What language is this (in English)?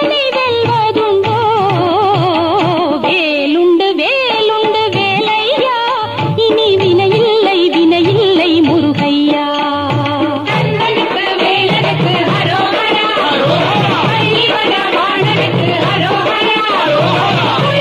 Tamil